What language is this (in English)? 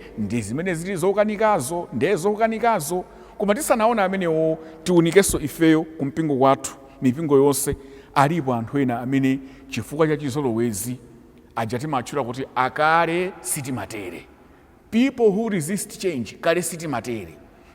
Nyanja